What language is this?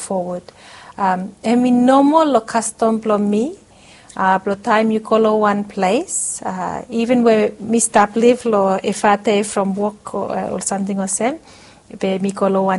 Bislama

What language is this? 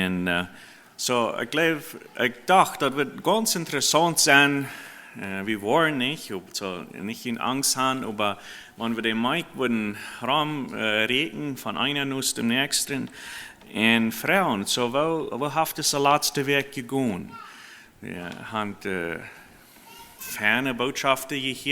Plautdietsch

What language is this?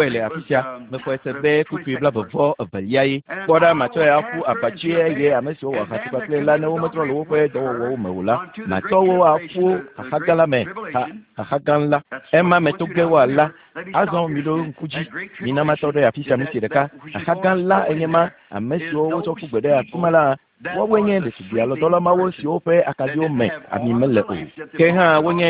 Ewe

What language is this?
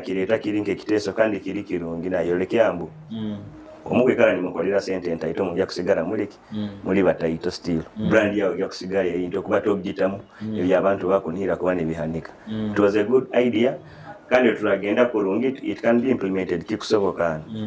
Nyoro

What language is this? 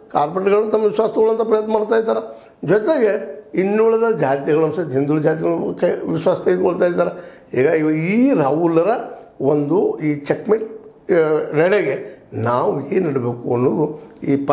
Kannada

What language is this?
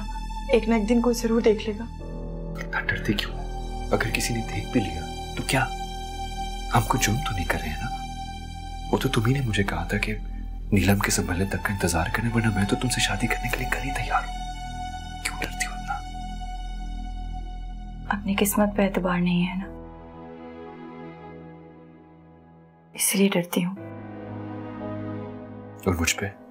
Hindi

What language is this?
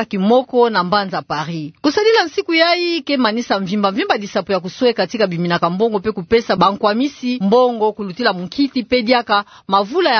Kituba (Democratic Republic of Congo)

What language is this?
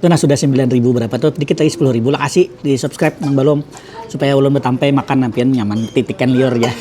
Banjar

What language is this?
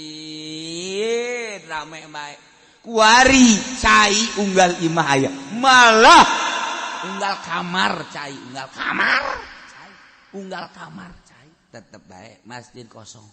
Sundanese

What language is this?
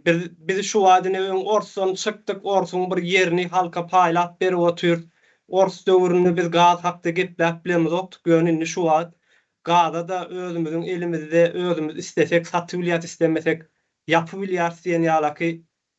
Turkmen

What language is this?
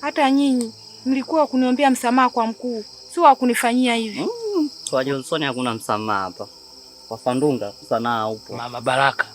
Swahili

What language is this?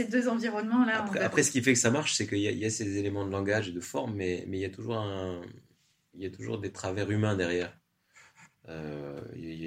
French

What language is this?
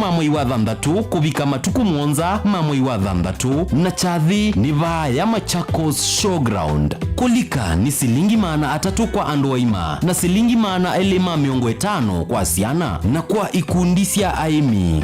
Kamba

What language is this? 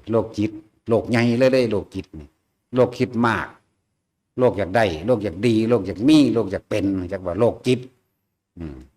Northeastern Thai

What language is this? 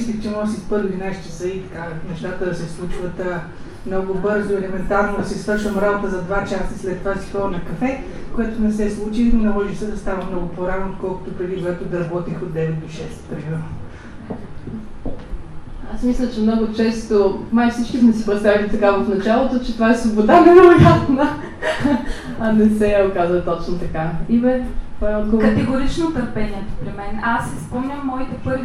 Bulgarian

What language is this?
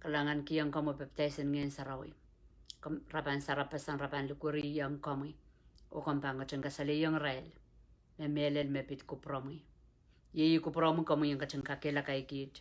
Pohnpeian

